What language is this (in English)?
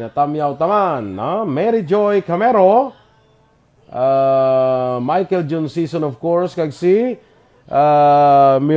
Hiligaynon